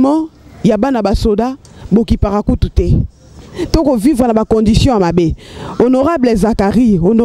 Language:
Lingala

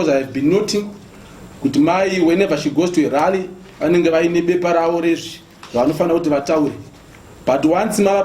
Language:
Shona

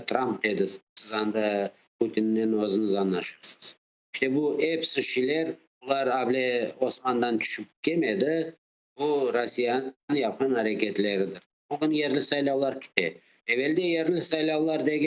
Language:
Crimean Tatar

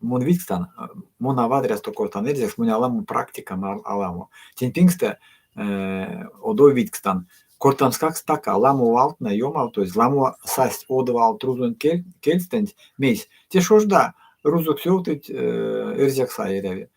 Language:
Erzya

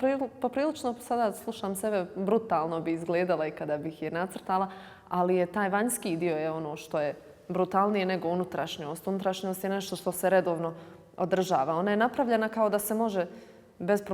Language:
Bosnian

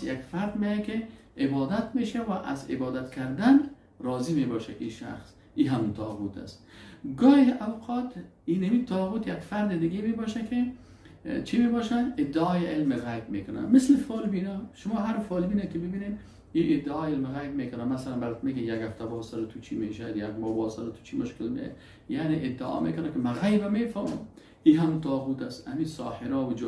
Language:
Persian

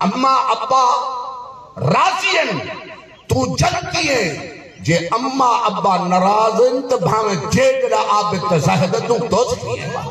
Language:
Saraiki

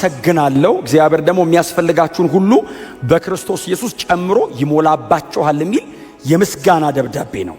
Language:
Amharic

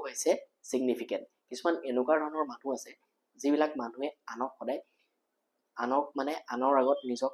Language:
Assamese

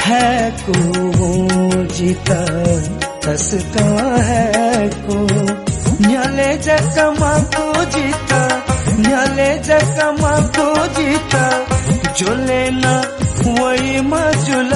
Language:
Newari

